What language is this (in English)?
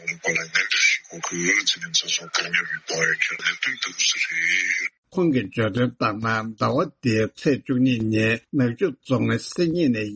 Tibetan